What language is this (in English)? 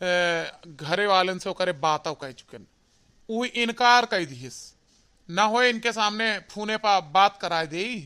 Awadhi